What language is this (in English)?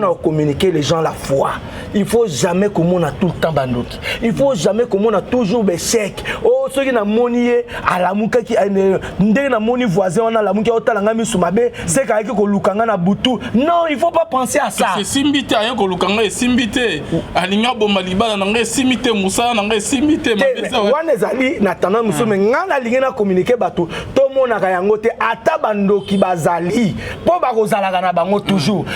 Lingala